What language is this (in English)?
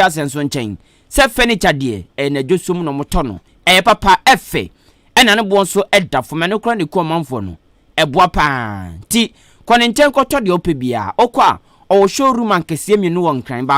Akan